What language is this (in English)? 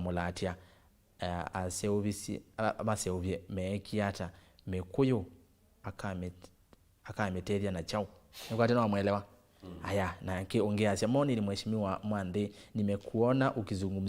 Kamba